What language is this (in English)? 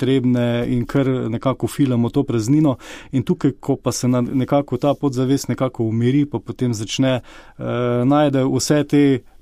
Slovenian